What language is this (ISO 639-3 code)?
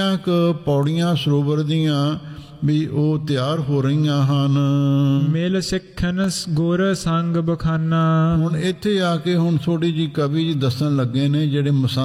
pan